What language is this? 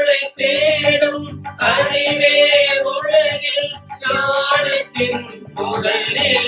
Tamil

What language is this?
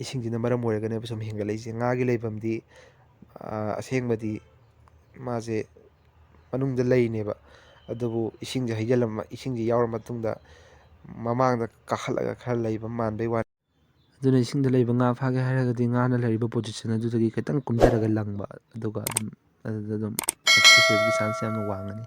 Manipuri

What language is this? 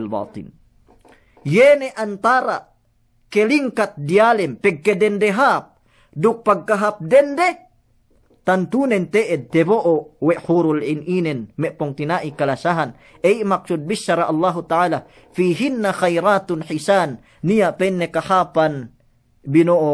Yakan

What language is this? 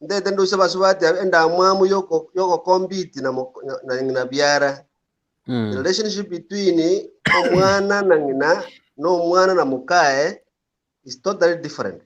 Gusii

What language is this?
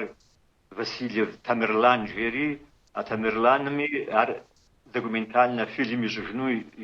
Kabardian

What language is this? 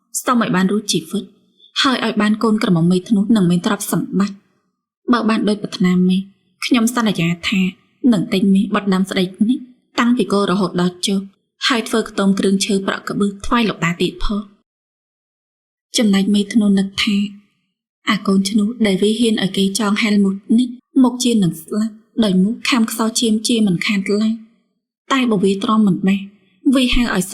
Khmer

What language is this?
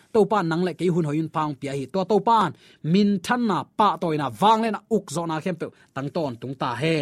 Tedim Chin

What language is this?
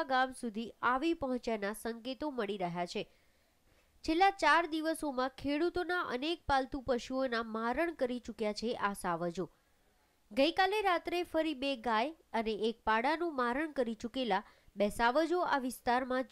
Gujarati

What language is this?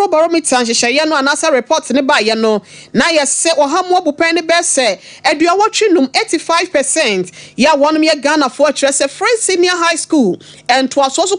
Akan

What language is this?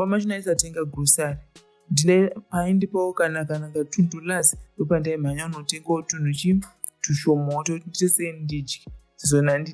Shona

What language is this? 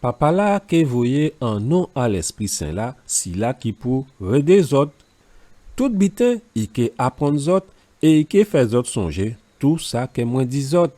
Guadeloupean Creole French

